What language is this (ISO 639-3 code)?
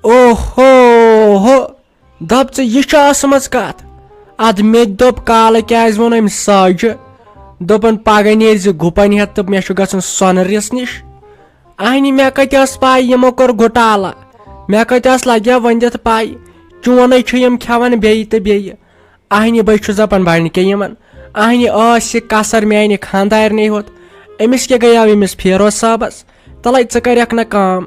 kas